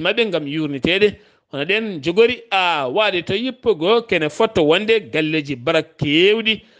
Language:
Fula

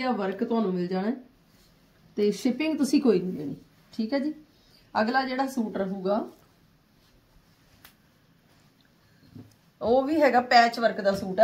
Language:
Punjabi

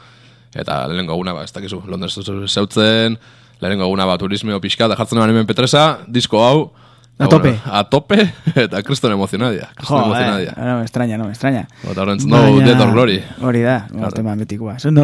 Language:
Basque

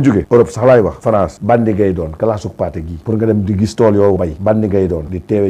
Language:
Wolof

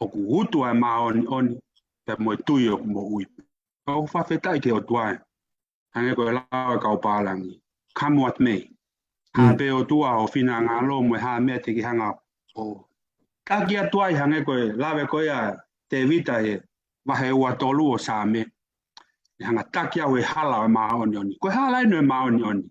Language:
Tongan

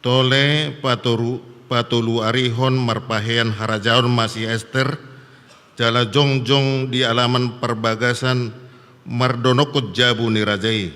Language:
Batak Toba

